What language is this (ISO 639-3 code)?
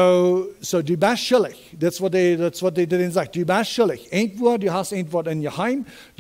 pdt